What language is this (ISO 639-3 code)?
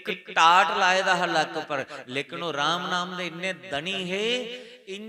doi